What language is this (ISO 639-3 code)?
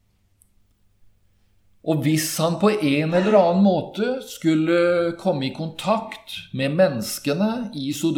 nor